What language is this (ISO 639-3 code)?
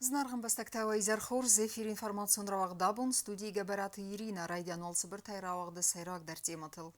oss